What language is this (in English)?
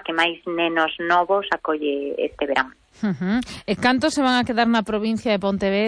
Galician